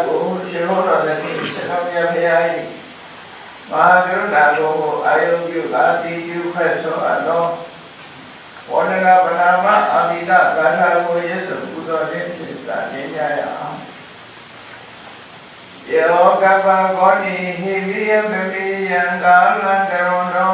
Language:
Burmese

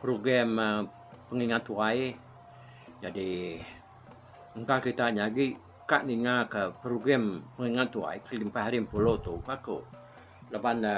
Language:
Iban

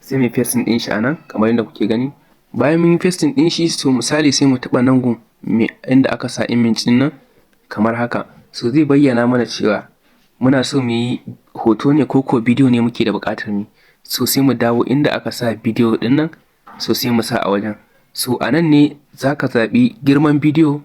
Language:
Hausa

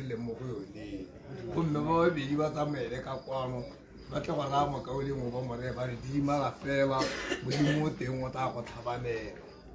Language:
Tswana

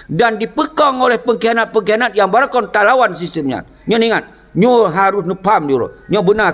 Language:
Achinese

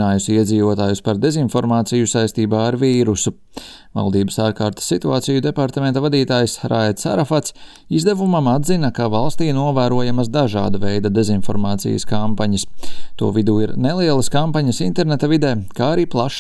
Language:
Latvian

